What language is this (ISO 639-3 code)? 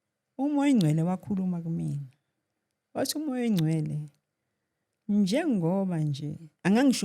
zul